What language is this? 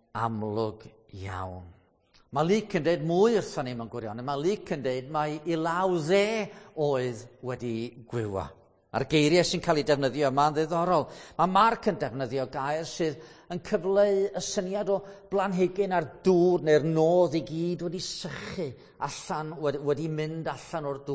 Welsh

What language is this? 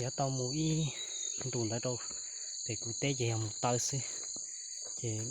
Hmong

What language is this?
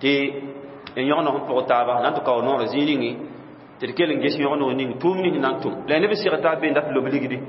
Mossi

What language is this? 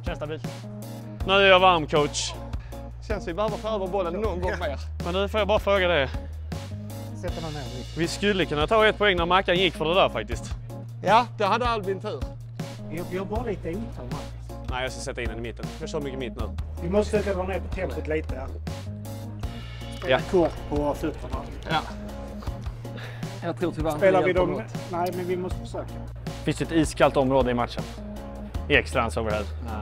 Swedish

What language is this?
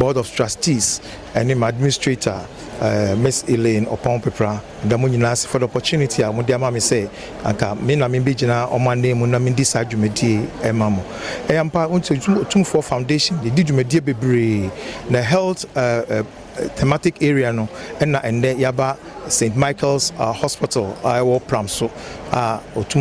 Akan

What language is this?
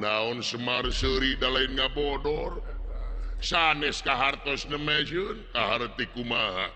Sundanese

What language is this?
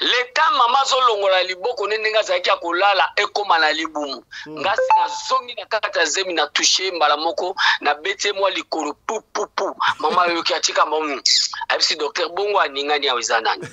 Lingala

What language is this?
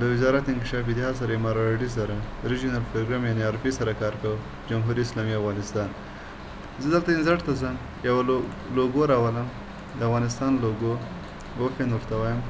Pashto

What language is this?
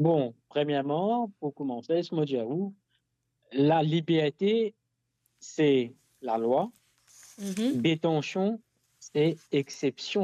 Morisyen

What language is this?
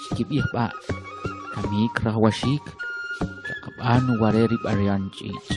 Kʼicheʼ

